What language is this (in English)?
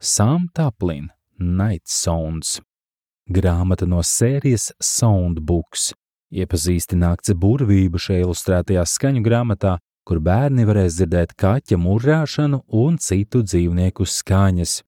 Latvian